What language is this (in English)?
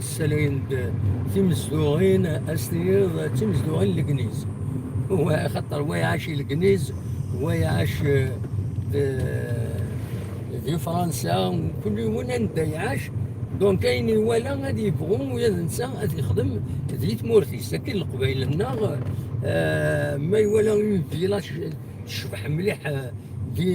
Kabyle